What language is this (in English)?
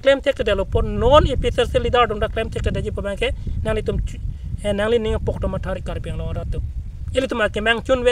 Karbi